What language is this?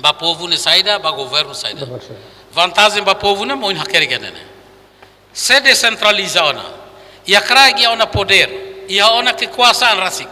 Tetum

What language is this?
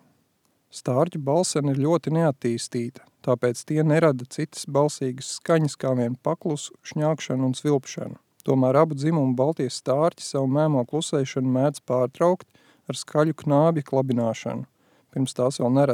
Latvian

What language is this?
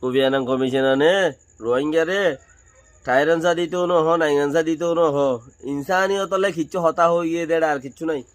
Rohingya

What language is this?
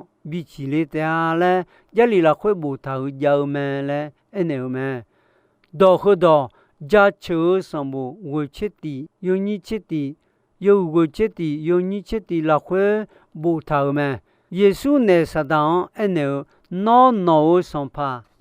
Akha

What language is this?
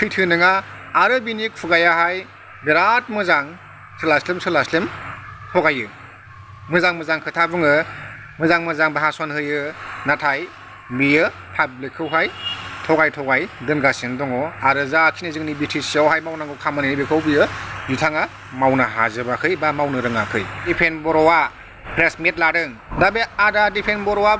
Bodo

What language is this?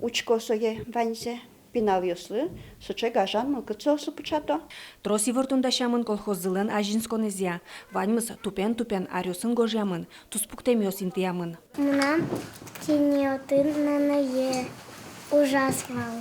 Udmurt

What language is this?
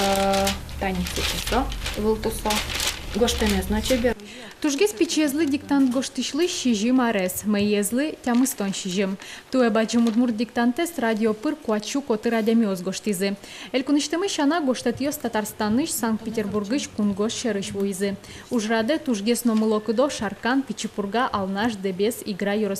Udmurt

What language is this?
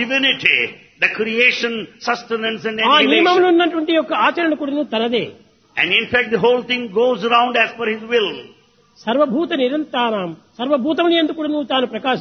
Telugu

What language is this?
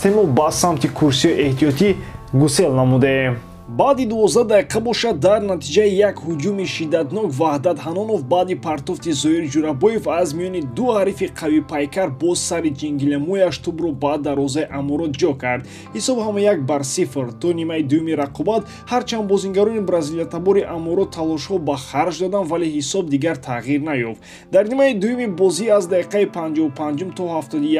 Tajik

